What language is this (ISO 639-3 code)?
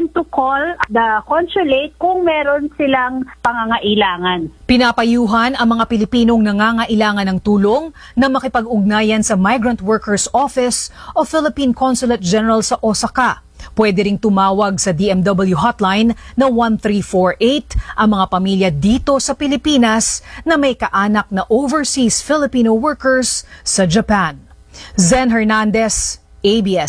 fil